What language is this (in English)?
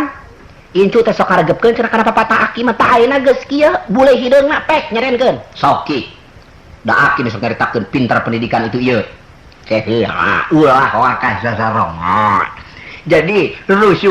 Sundanese